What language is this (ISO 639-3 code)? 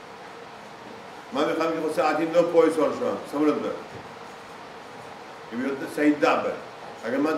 fas